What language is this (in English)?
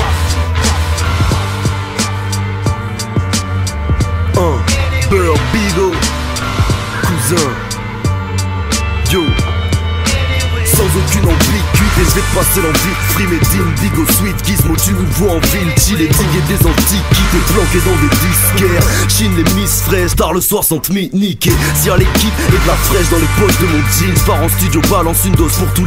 French